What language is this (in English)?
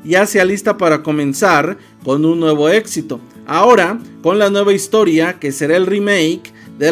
Spanish